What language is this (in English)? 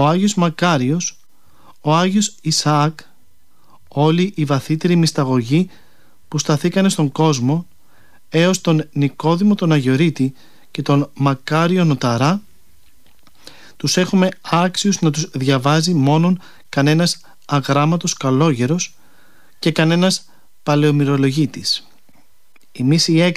Greek